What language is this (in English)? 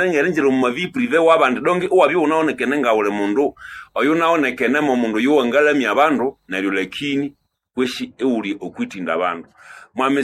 Nande